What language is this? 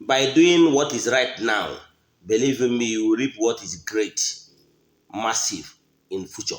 Igbo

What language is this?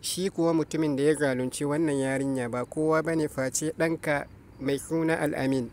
Hausa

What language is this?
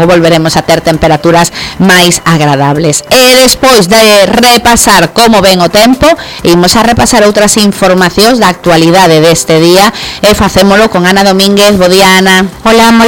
Galician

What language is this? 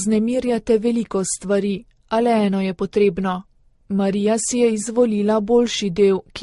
Slovenian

